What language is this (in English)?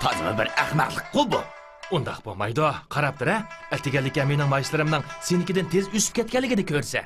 Uyghur